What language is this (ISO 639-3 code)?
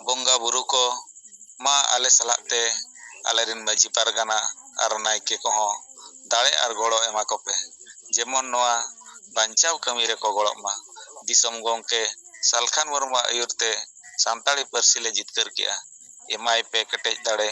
sat